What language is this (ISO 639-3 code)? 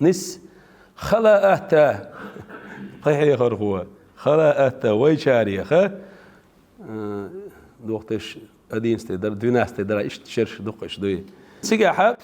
che